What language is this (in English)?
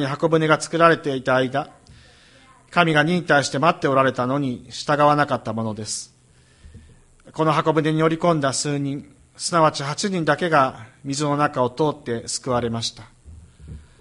Japanese